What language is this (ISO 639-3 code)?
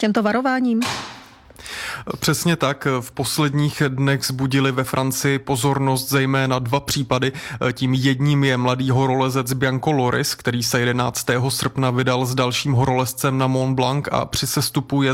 ces